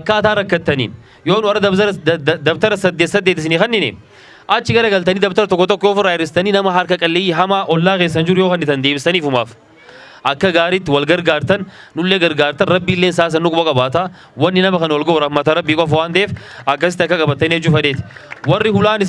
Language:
Oromo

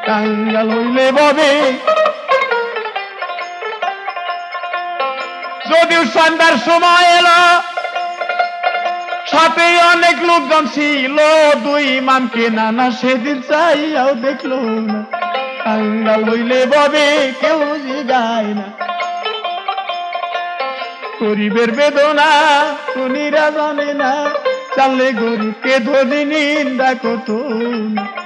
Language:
Bangla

